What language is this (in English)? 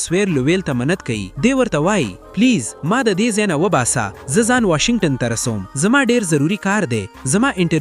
Pashto